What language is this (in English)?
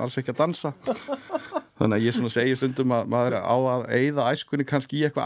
Icelandic